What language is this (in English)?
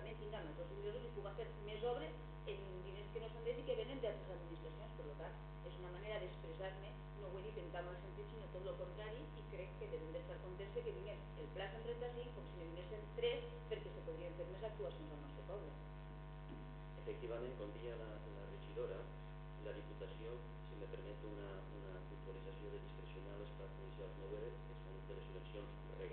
Catalan